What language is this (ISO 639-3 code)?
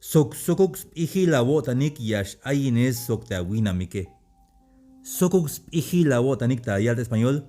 tzh